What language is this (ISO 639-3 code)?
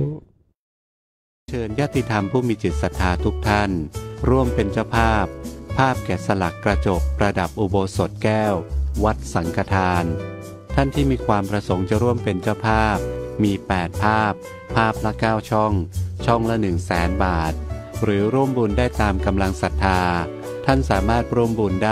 tha